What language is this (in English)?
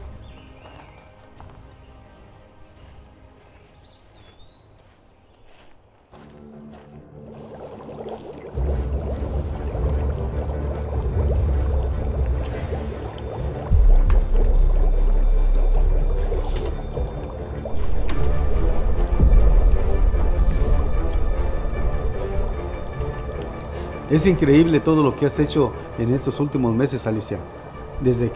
Spanish